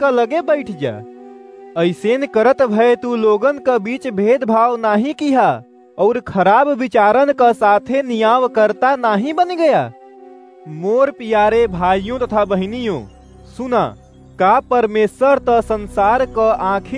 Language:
Awadhi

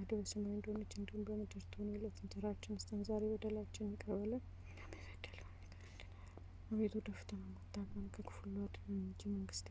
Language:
Amharic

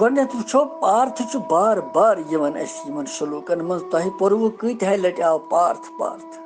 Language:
Kashmiri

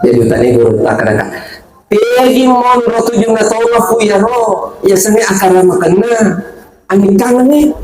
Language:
Buginese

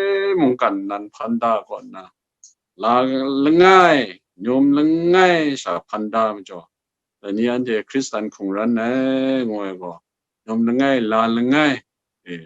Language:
Kachin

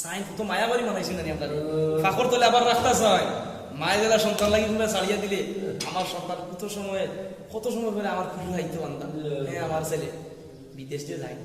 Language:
Sylheti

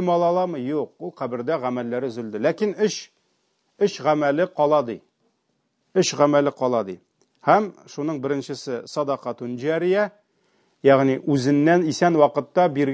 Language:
Tatar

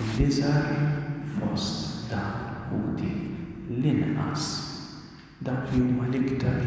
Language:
Maltese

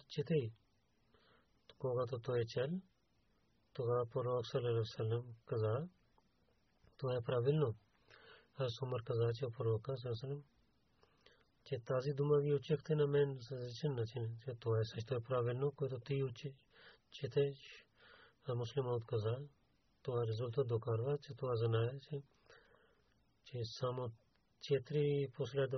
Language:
Bulgarian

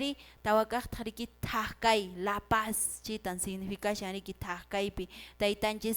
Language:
Quechua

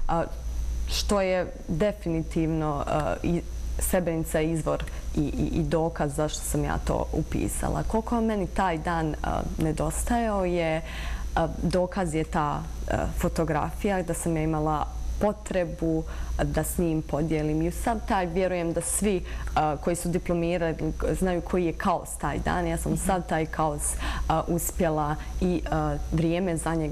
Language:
Bosnian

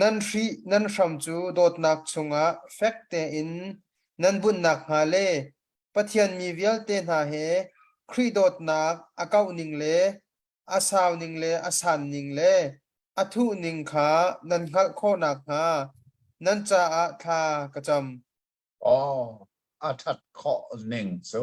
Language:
Hakha Chin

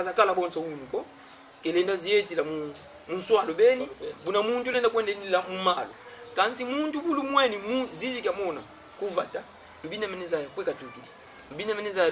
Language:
Kongo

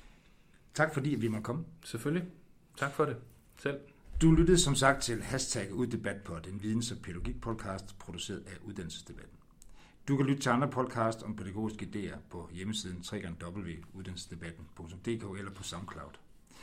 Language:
Danish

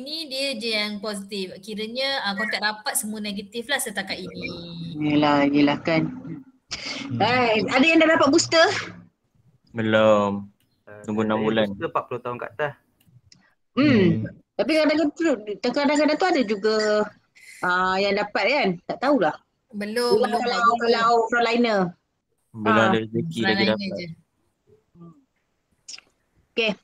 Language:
Malay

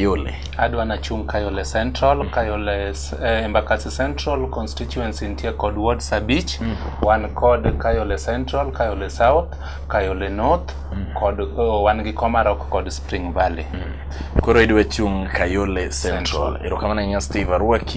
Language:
Luo (Kenya and Tanzania)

